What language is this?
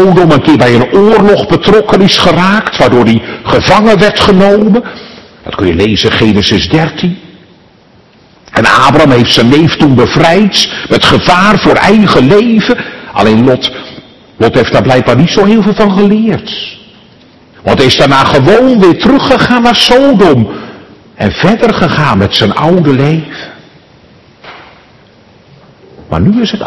Dutch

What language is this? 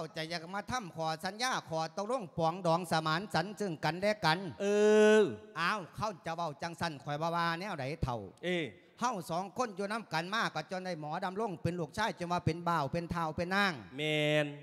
Lao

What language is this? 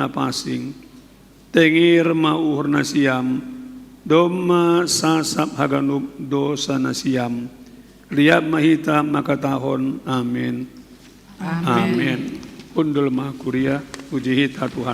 Batak Simalungun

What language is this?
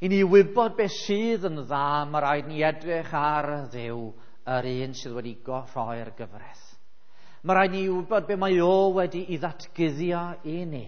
Welsh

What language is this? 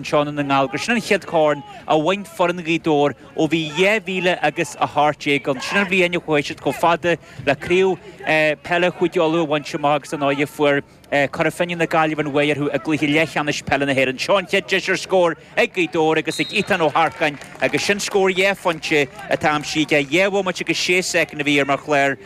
Irish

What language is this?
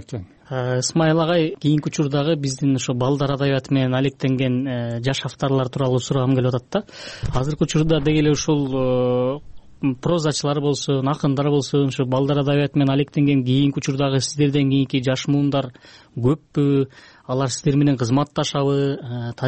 Kyrgyz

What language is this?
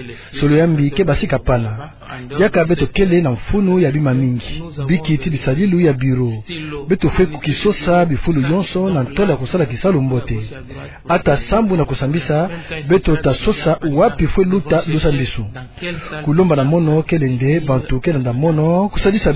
Kituba (Democratic Republic of Congo)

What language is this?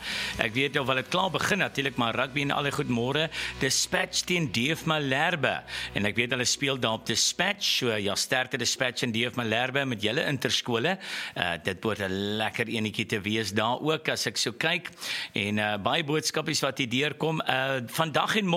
Afrikaans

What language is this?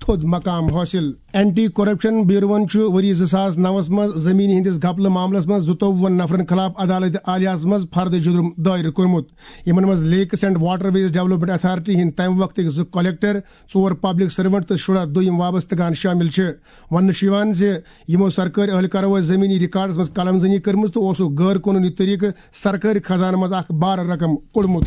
Kashmiri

